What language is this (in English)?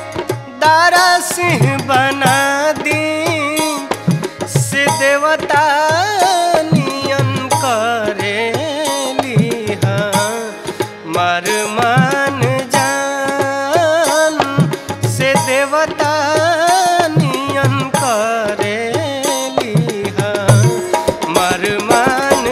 Bhojpuri